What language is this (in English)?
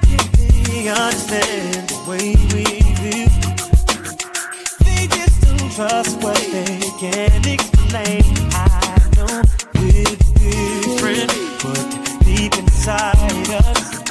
English